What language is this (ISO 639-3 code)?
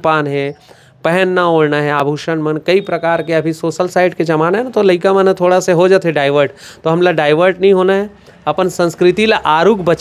hne